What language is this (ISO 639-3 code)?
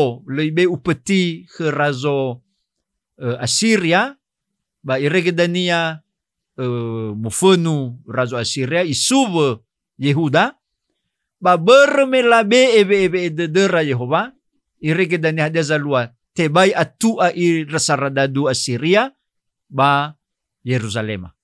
nia